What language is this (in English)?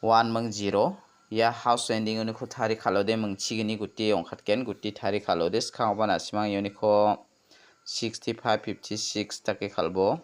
Garo